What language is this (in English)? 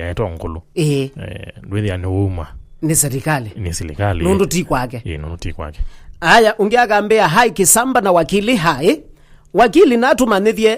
Kamba